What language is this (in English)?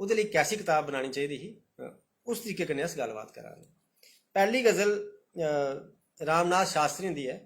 Dogri